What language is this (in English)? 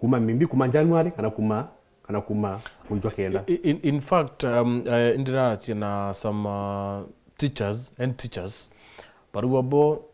Meru